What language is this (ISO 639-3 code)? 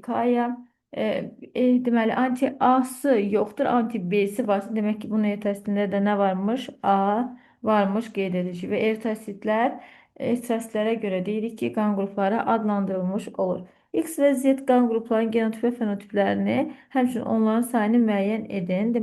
aze